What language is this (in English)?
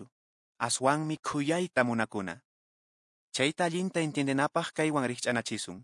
Quechua